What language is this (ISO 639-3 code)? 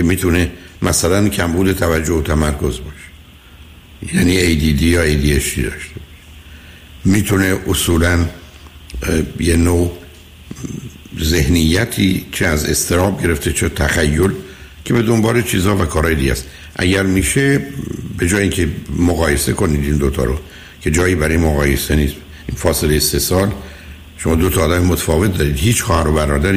fas